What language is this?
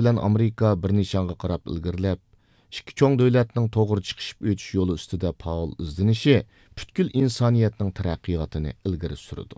Uyghur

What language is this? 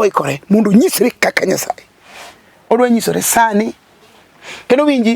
Luo (Kenya and Tanzania)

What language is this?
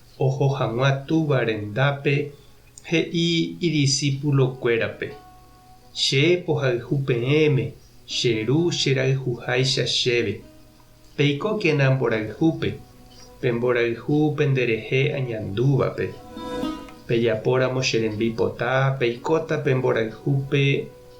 Guarani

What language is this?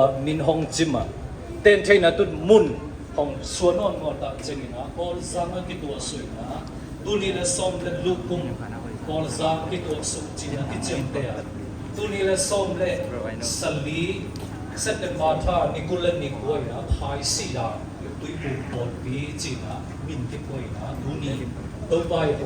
Siyin Chin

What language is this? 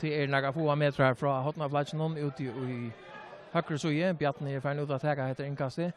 Faroese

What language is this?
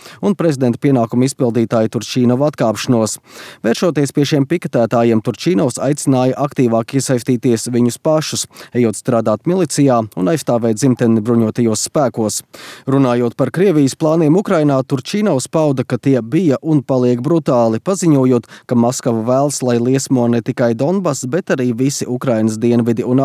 Latvian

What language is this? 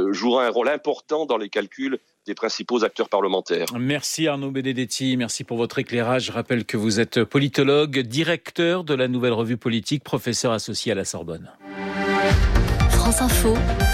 French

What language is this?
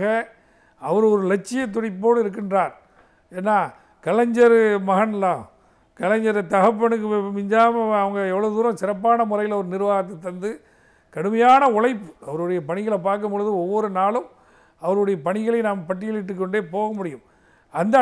Tamil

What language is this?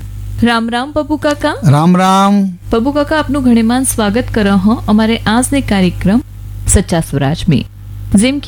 Gujarati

